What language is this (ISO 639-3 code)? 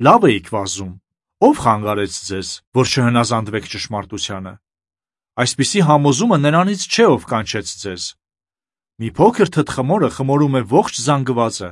hye